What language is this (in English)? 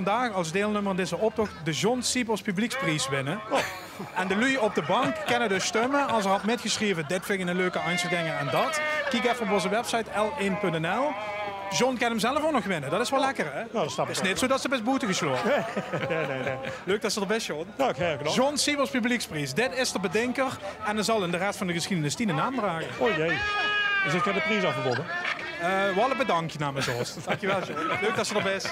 Limburgish